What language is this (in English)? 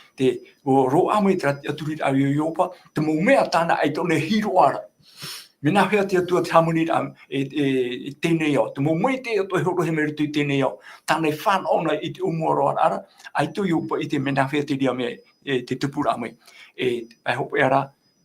Tahitian